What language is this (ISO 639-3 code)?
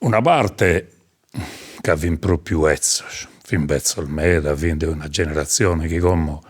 srd